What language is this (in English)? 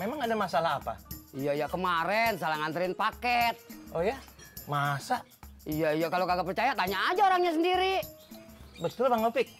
Betawi